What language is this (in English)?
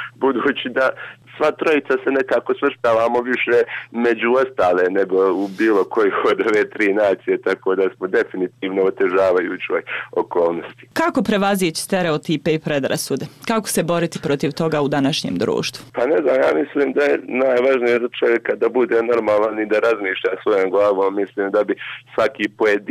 Serbian